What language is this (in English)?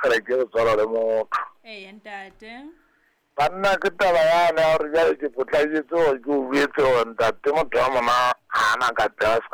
Southern Sotho